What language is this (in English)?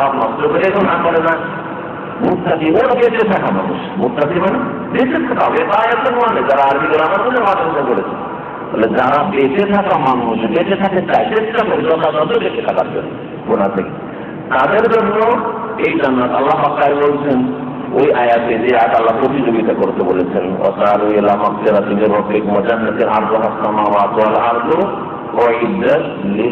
Bangla